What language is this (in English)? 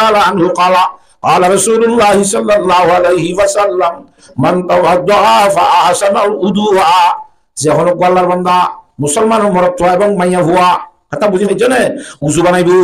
Rohingya